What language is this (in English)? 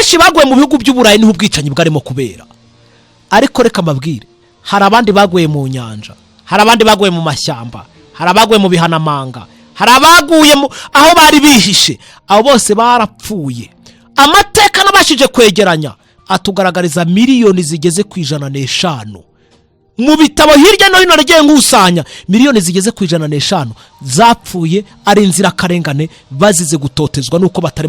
Kinyarwanda